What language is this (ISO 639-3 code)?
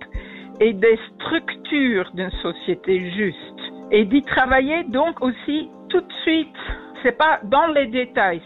fra